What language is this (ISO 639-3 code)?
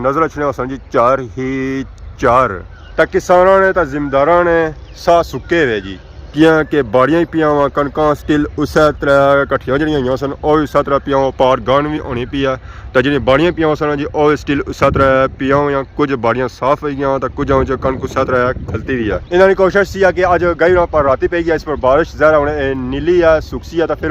phr